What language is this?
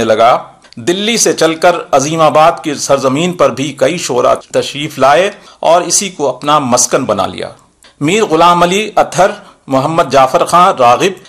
Urdu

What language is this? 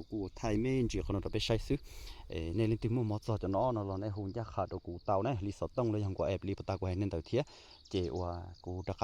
Hmong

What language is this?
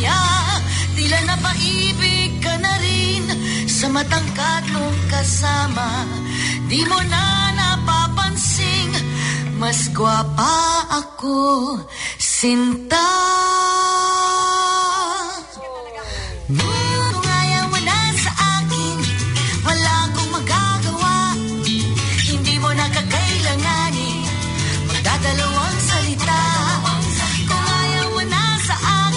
Filipino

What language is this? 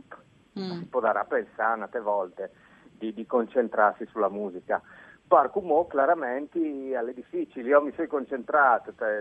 Friulian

